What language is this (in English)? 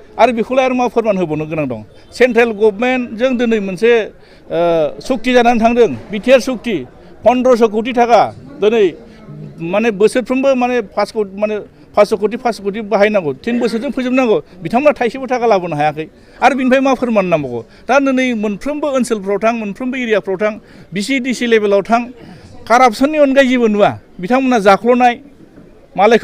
Bodo